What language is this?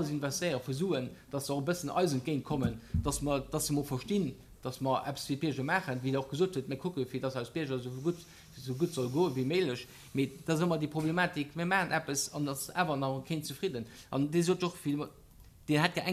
Luxembourgish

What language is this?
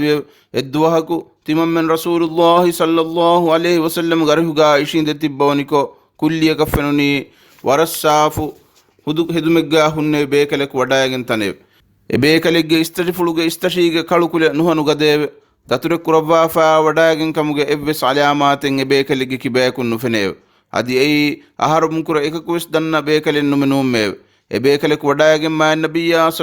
Divehi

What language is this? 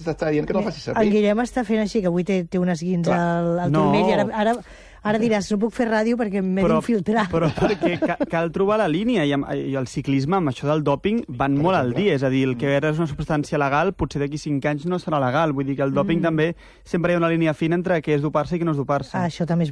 Catalan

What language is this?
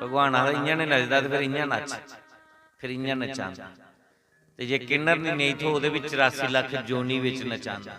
Dogri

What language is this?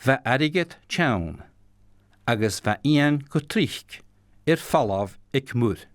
Scottish Gaelic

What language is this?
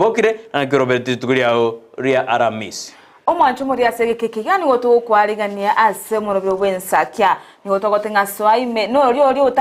Gusii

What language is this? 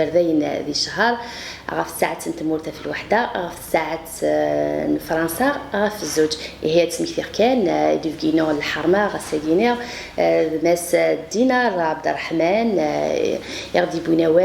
Kabyle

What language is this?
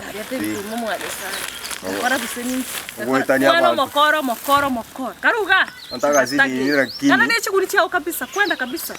Gusii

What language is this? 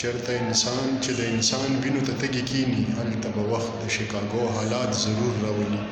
Pashto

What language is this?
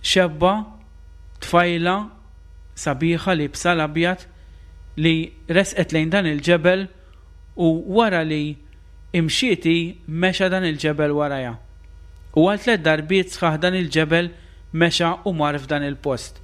Maltese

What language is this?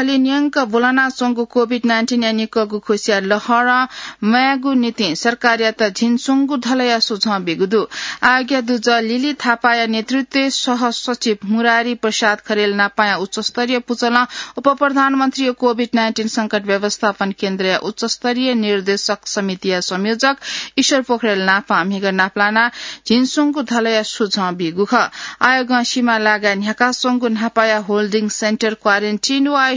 Newari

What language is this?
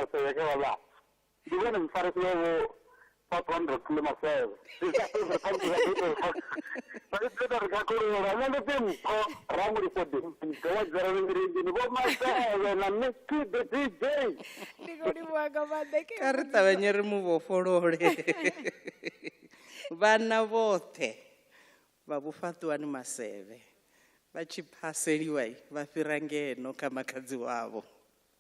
Venda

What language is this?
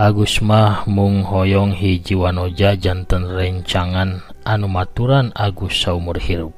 Sundanese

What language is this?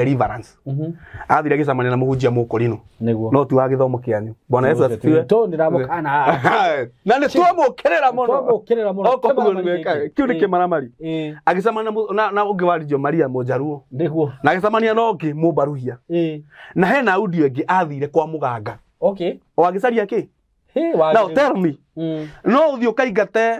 Kikuyu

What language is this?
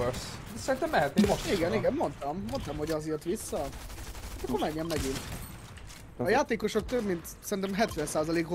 Hungarian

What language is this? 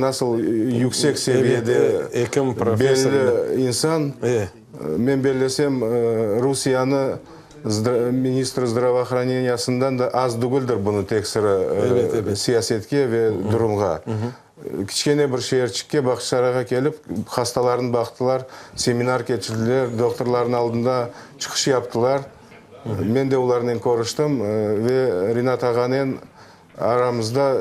Crimean Tatar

